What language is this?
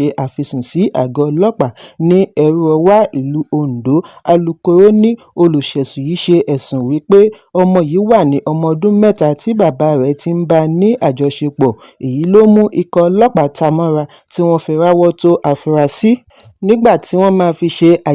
Yoruba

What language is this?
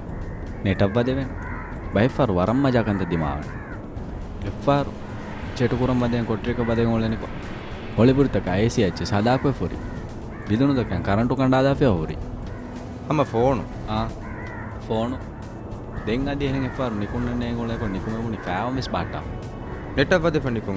Divehi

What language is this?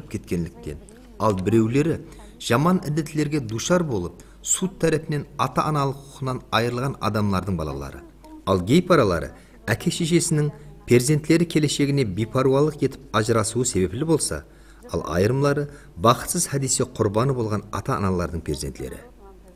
Kara-Kalpak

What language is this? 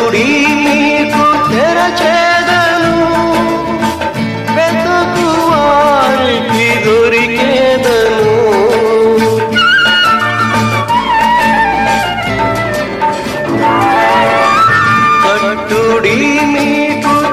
Telugu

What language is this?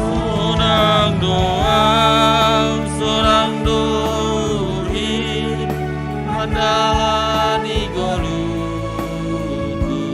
Batak Simalungun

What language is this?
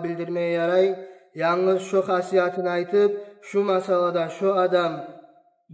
Kumyk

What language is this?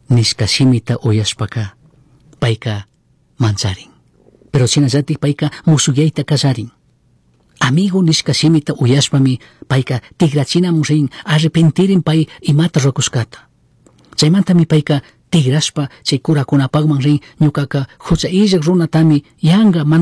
Chimborazo Highland Quichua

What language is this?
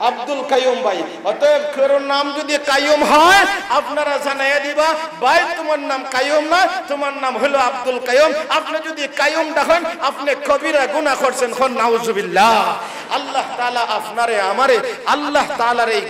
Sylheti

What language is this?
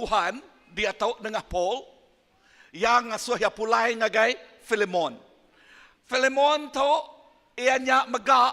Iban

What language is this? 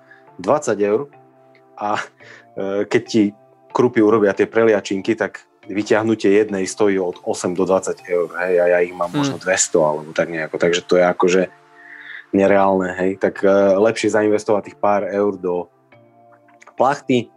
Slovak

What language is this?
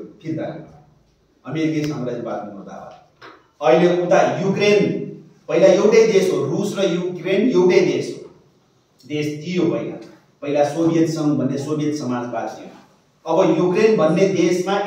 Nepali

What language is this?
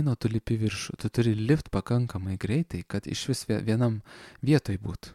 Lithuanian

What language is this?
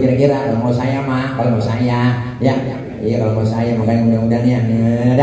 Betawi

